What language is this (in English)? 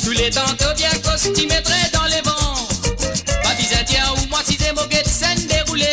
Morisyen